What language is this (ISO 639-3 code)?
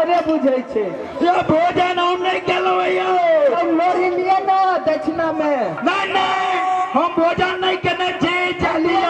mai